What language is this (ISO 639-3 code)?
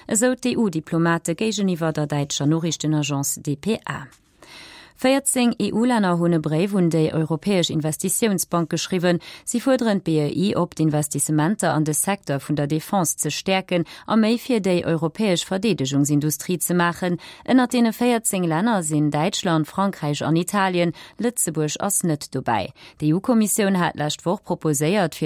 ltz